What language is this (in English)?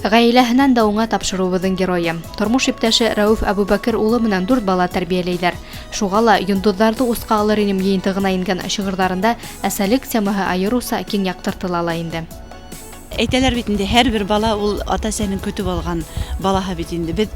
Bashkir